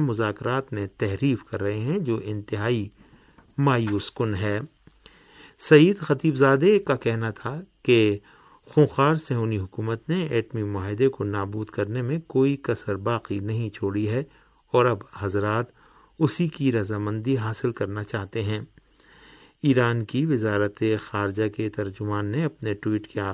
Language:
Urdu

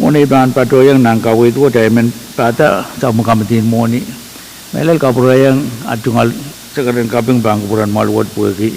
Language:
Pohnpeian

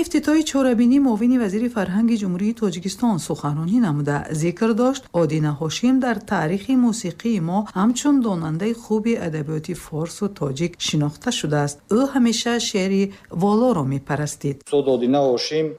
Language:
Tajik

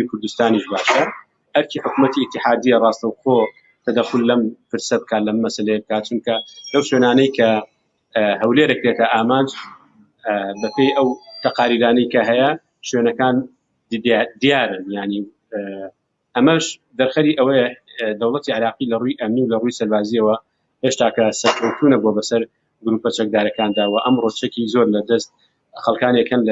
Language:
Central Kurdish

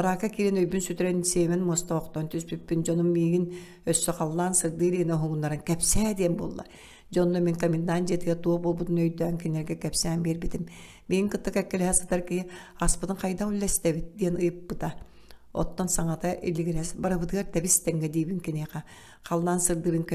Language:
Yakut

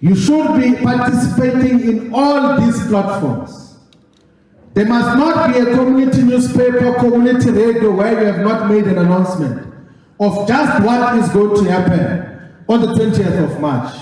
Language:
Venda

